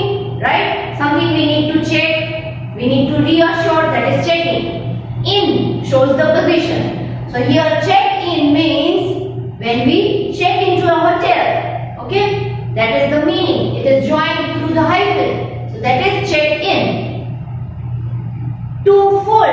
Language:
English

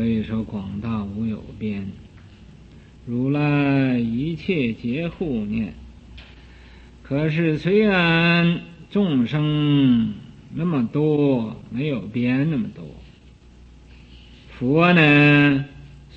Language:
Chinese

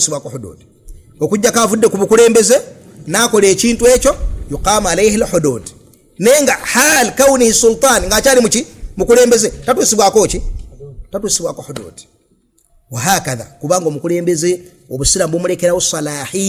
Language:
Ganda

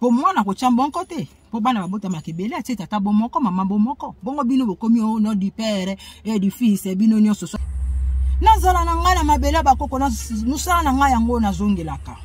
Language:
Lingala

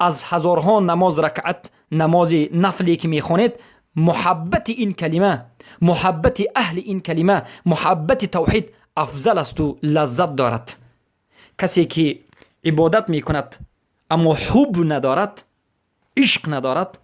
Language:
Persian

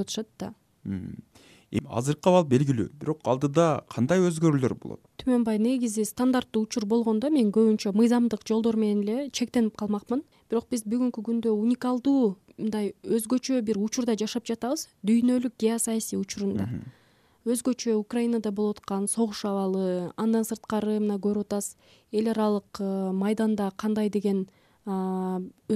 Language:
Kyrgyz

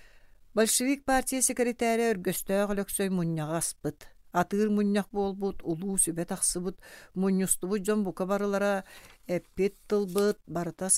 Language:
Yakut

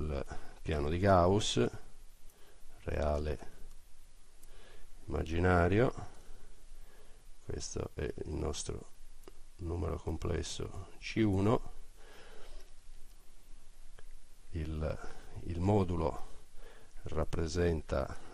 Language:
Italian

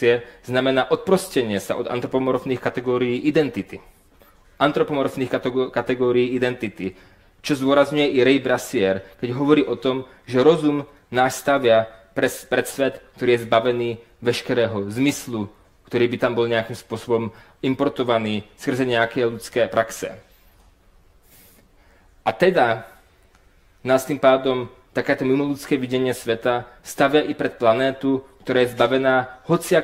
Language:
Slovak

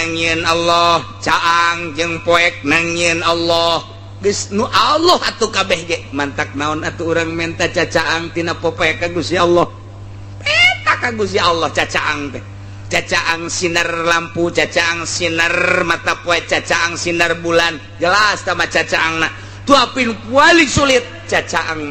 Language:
Sundanese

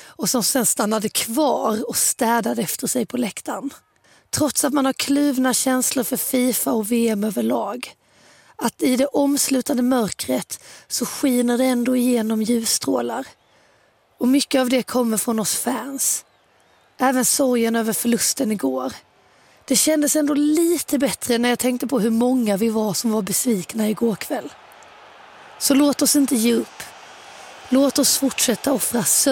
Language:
Swedish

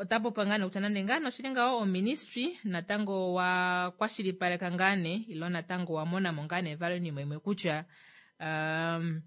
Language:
Kuanyama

